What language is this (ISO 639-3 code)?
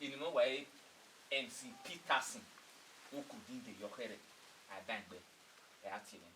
bin